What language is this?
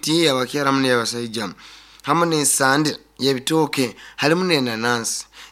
Nyoro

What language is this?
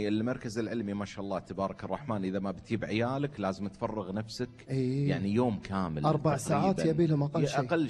Gulf Arabic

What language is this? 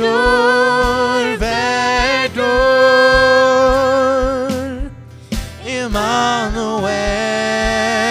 Faroese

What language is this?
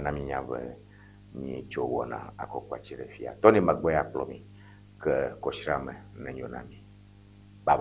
Ewe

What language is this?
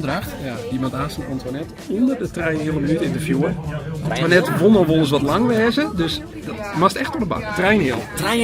Western Frisian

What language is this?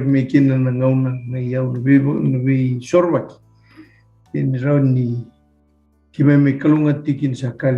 Fijian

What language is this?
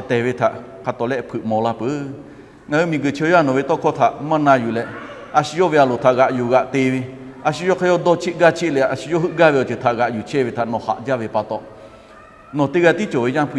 Lahu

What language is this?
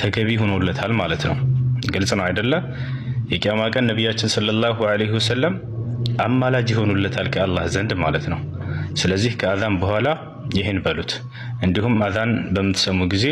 Amharic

